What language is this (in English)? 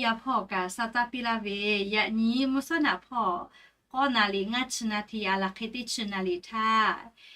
Lahu